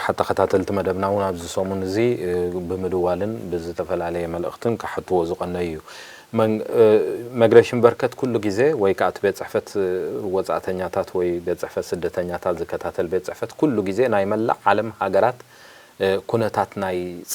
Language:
Tigrinya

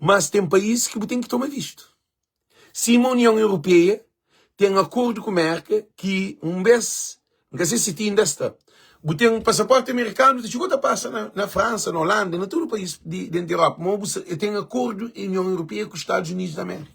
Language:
Kabuverdianu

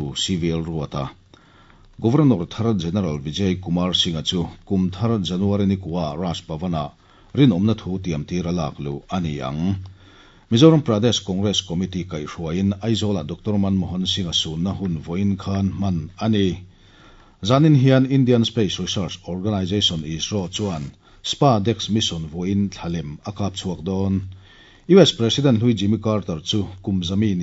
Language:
Mizo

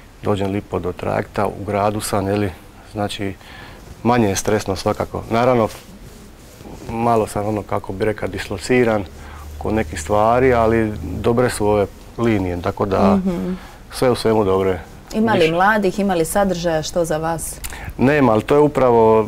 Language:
Croatian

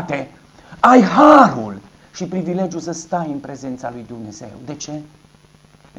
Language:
Romanian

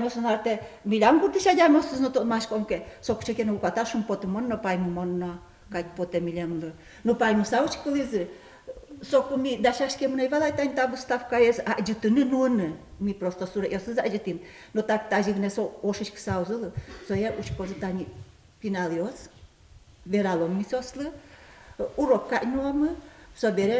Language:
Udmurt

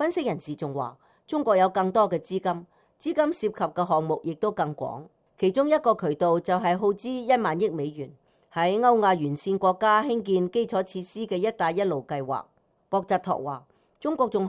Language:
Cantonese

